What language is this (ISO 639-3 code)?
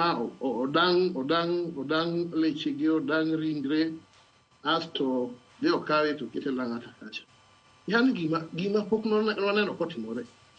luo